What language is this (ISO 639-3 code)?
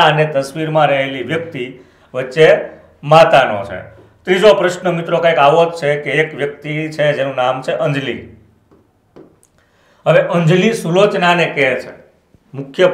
guj